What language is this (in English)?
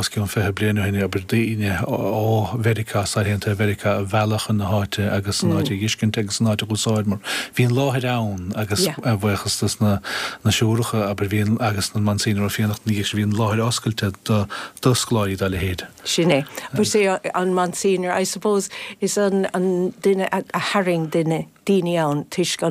Irish